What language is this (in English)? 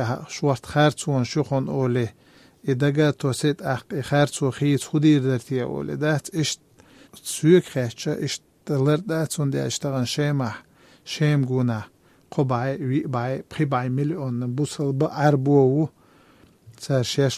Chechen